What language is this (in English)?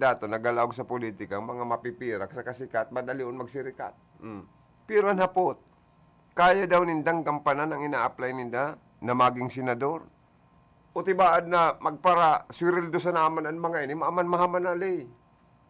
Bikol